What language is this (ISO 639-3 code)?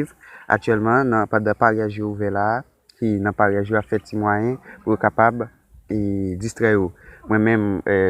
hat